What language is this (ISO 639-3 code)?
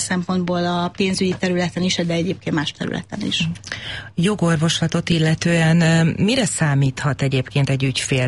hun